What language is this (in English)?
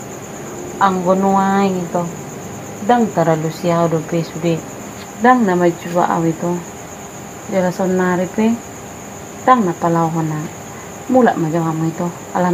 Batak Toba